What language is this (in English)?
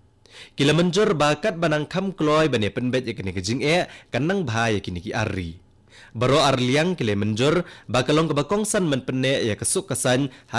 Khasi